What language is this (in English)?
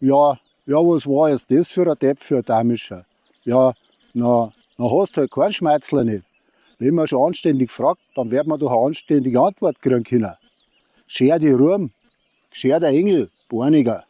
Bavarian